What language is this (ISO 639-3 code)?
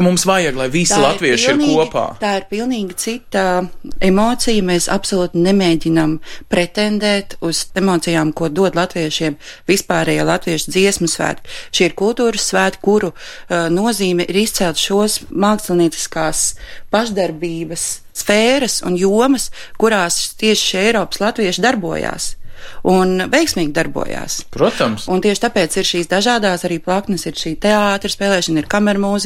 lav